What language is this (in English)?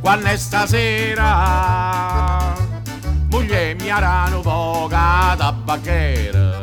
Neapolitan